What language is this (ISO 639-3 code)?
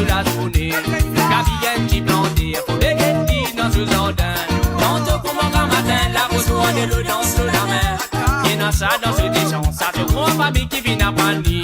mfe